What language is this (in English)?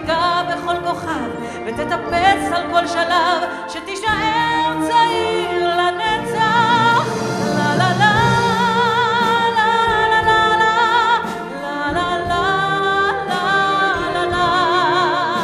Hebrew